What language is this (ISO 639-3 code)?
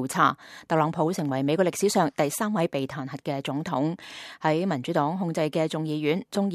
yue